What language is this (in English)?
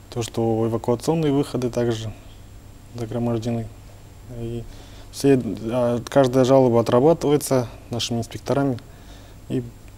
Russian